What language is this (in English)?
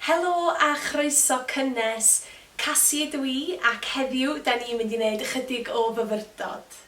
Welsh